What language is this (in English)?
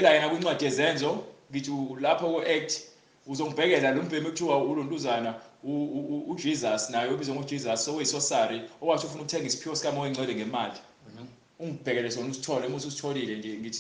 Zulu